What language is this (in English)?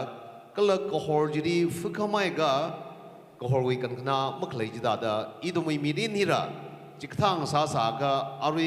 Tangkhul Naga (India)